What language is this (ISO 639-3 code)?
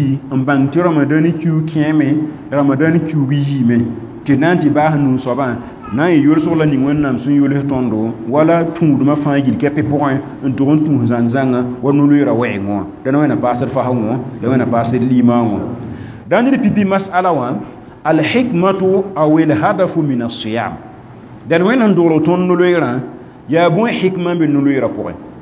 mos